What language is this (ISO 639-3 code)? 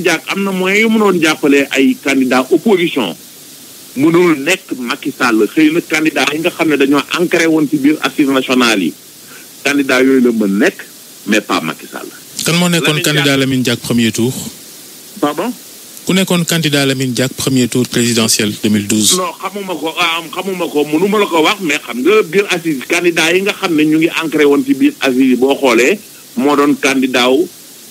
wol